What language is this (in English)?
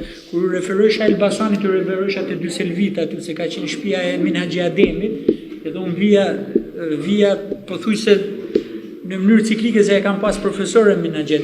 Albanian